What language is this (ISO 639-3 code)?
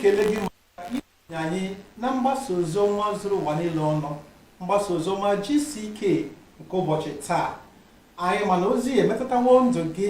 ibo